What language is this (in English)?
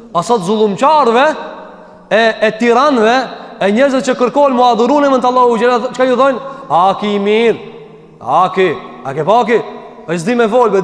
Albanian